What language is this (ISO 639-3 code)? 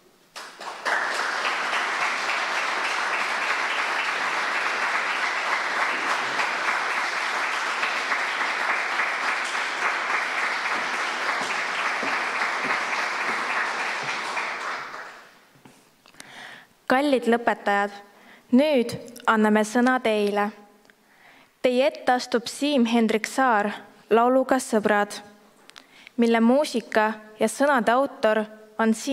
est